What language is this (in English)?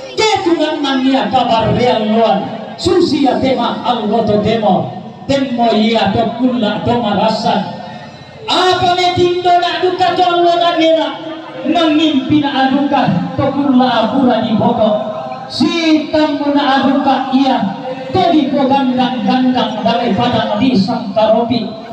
Toraja-Sa'dan